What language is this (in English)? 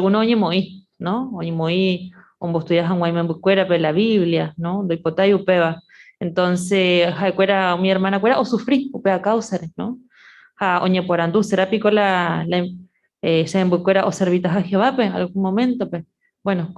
Guarani